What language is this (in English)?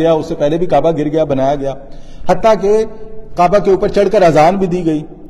Urdu